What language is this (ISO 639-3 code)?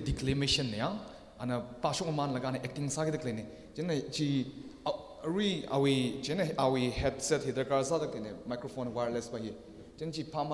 nmf